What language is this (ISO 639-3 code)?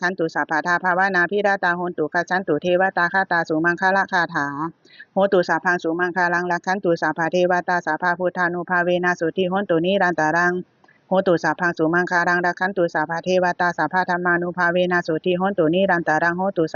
pli